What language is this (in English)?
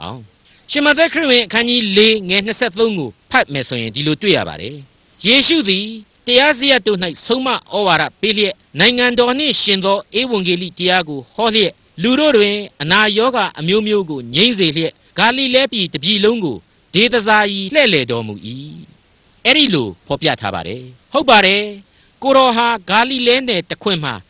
Burmese